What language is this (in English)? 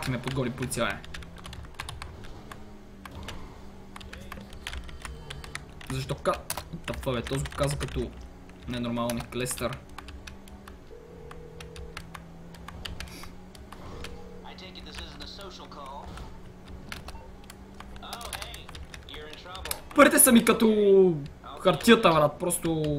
Bulgarian